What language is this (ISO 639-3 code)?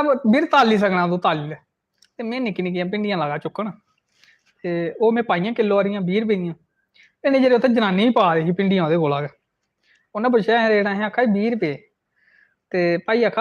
doi